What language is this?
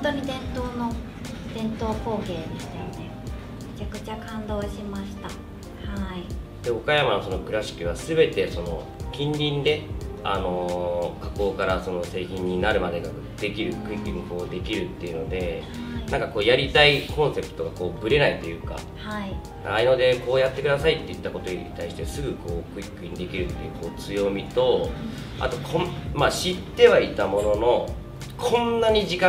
Japanese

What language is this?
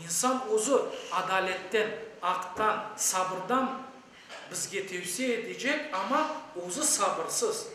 Crimean Tatar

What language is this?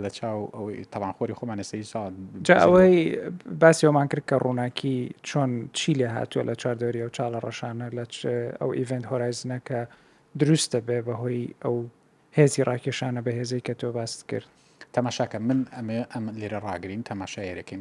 Central Kurdish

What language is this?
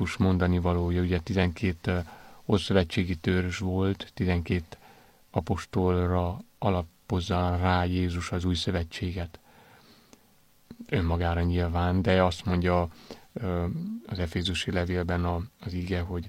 Hungarian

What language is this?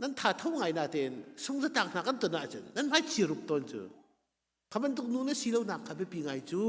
Hakha Chin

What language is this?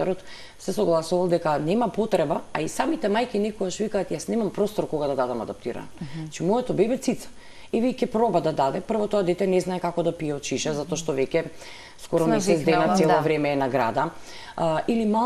Macedonian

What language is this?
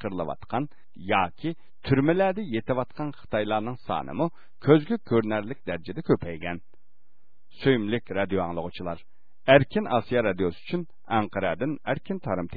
Uyghur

